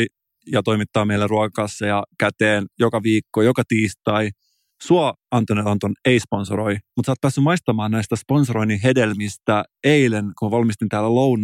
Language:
Finnish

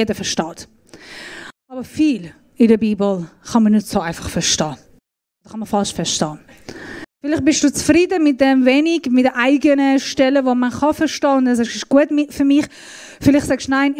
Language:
Swiss German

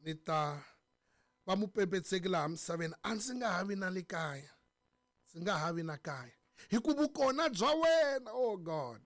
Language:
Tsonga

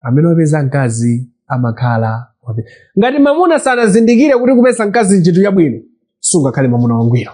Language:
Nyanja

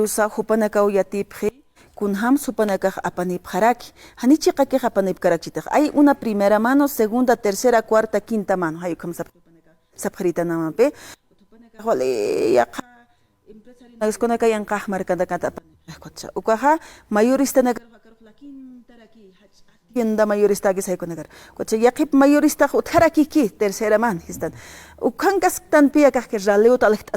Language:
Aymara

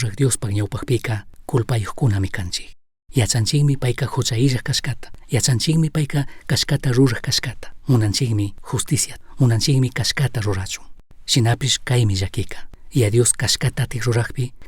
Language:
Chimborazo Highland Quichua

